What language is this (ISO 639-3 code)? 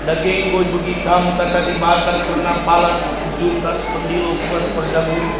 btx